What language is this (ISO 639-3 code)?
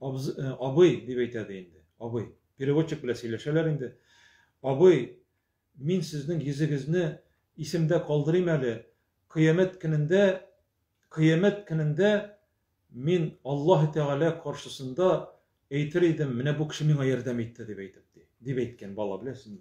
tat